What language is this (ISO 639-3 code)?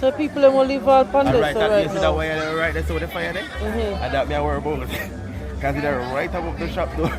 jam